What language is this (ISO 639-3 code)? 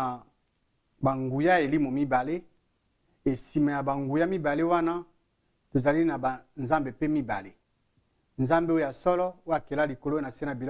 lin